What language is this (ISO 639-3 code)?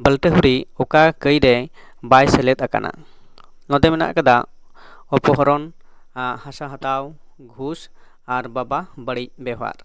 sat